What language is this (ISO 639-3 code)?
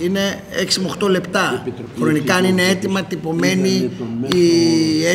ell